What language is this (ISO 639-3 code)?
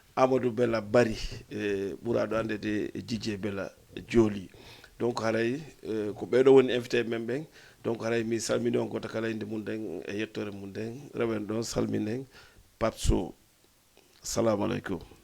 ful